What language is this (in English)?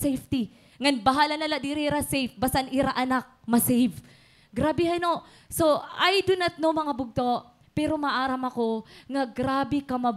Waray